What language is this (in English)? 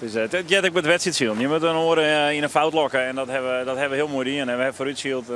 Western Frisian